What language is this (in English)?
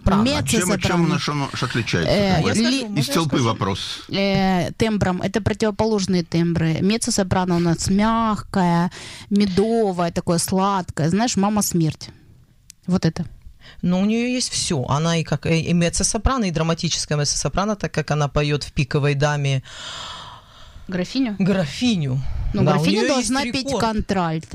Russian